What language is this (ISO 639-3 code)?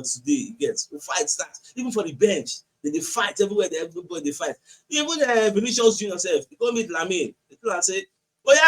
pcm